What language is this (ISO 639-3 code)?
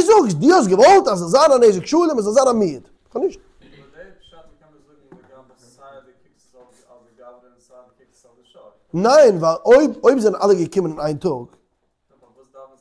yid